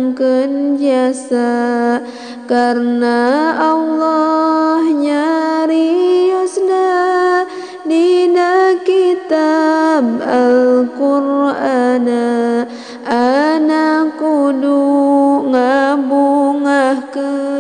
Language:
Sundanese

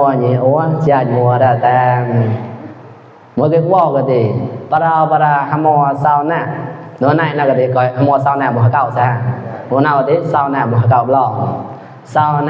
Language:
Mon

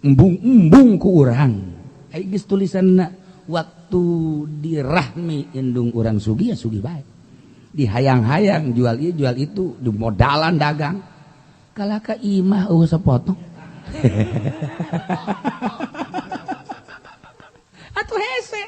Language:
Sundanese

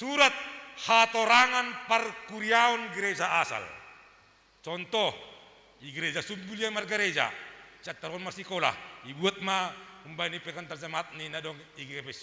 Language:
Batak Simalungun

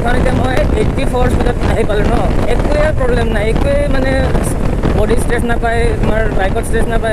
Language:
Assamese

